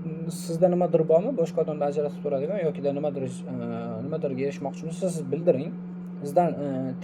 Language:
Uzbek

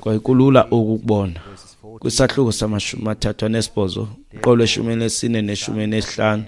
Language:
Xhosa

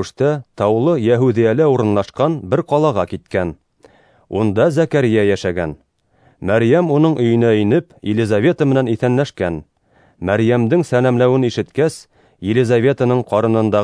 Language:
Bashkir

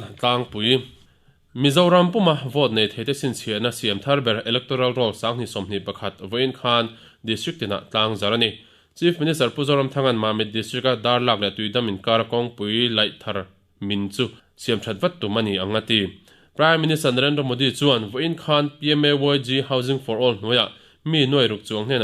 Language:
Mizo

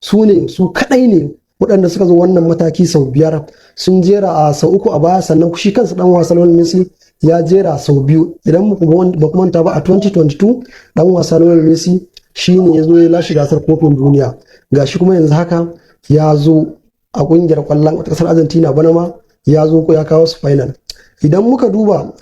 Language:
Hausa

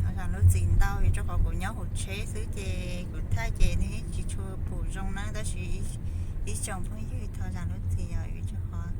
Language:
Hmong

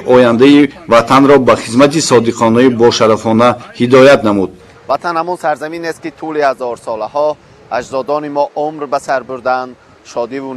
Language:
Tajik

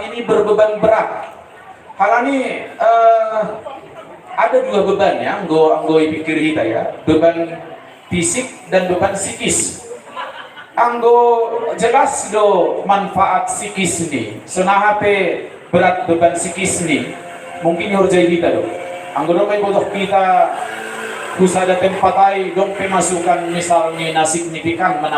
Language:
Batak Simalungun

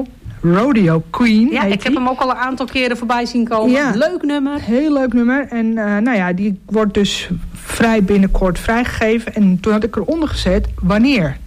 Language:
Dutch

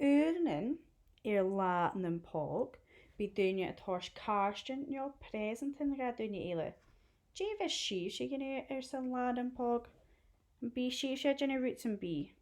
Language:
Scottish Gaelic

